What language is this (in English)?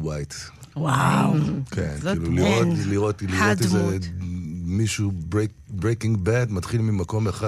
Hebrew